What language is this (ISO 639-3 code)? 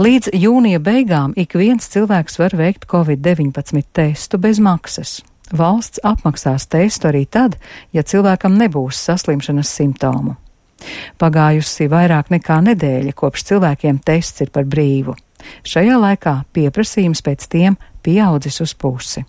lav